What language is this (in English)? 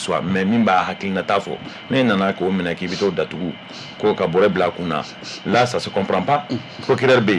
Bambara